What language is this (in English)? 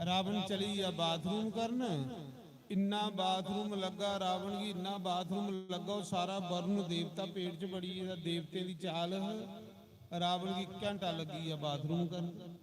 Dogri